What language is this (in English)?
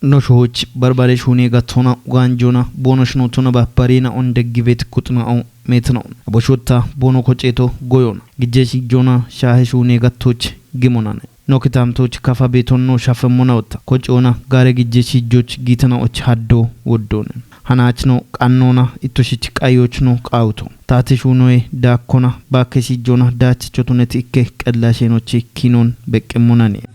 Kafa